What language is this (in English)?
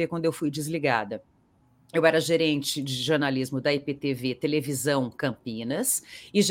Portuguese